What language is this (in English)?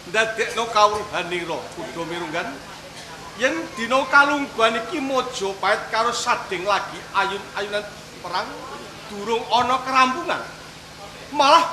Javanese